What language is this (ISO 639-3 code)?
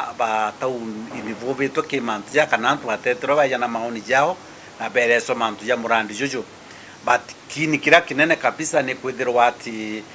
mer